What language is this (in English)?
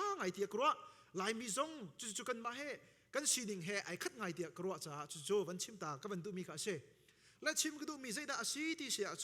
Hakha Chin